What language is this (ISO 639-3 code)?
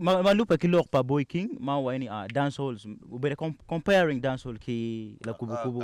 ach